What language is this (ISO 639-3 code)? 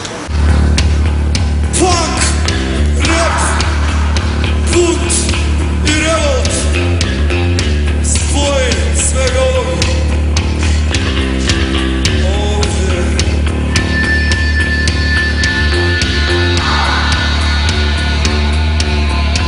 srp